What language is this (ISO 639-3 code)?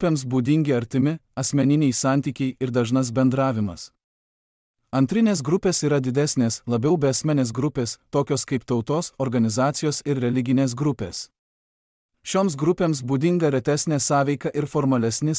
lit